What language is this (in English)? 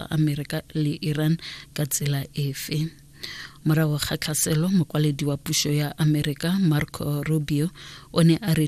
Tswana